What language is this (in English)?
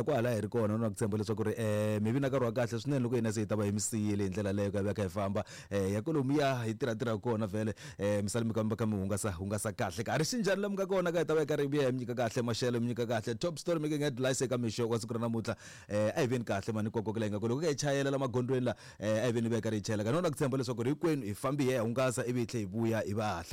Tsonga